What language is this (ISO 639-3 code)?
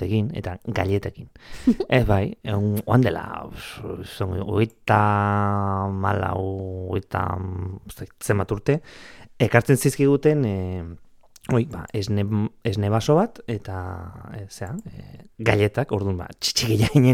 eus